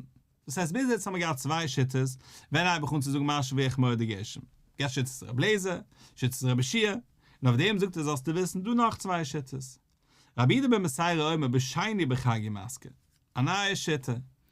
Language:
Yiddish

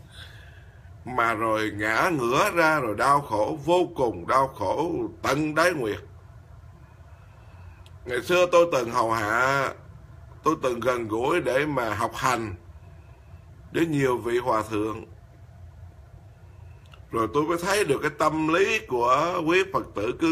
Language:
Vietnamese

